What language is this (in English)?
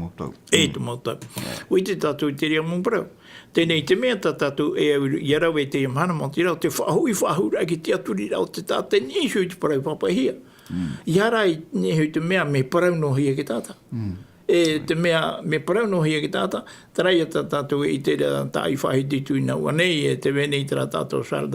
Tahitian